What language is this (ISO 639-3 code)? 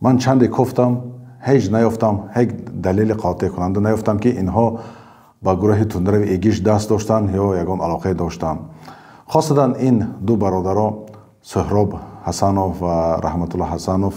tgk